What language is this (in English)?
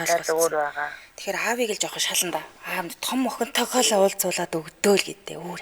Mongolian